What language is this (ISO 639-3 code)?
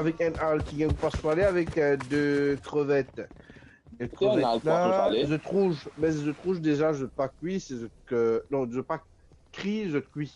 mfe